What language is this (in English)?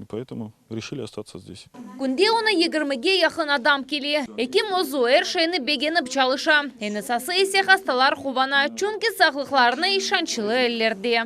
Crimean Tatar